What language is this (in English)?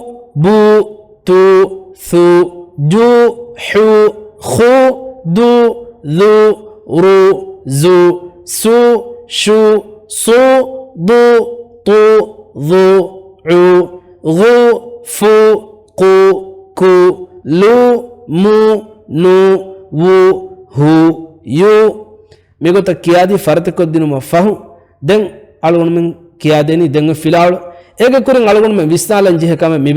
Divehi